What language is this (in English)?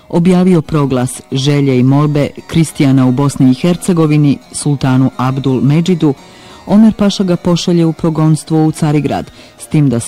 Bosnian